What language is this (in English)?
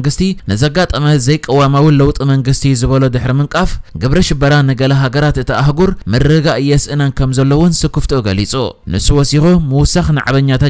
Tigrinya